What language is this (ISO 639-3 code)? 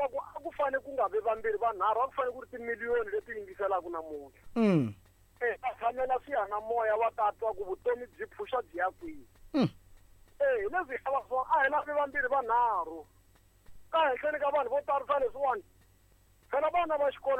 tso